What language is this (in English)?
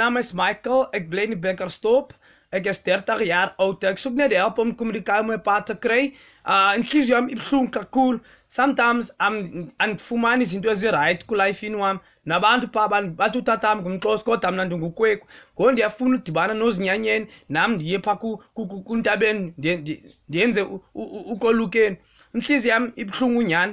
Malagasy